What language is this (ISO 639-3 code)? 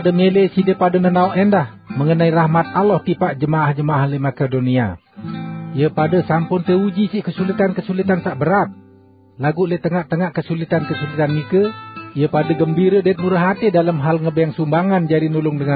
sas